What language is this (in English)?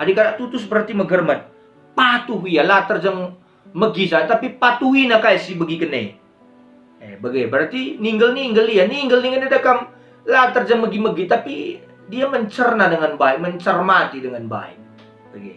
Batak Karo